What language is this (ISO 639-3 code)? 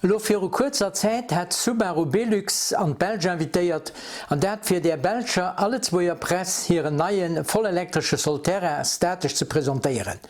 ltz